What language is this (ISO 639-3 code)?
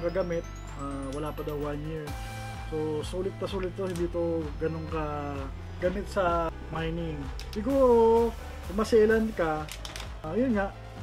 fil